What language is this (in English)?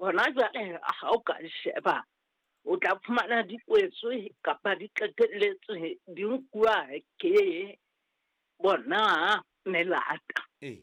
Southern Sotho